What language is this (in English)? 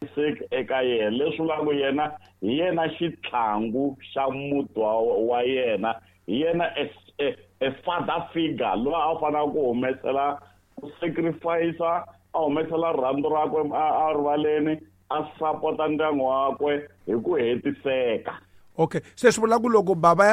Tsonga